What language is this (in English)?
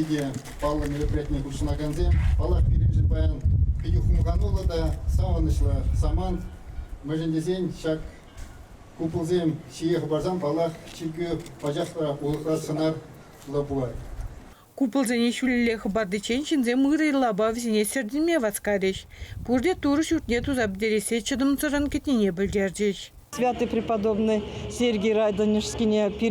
Chuvash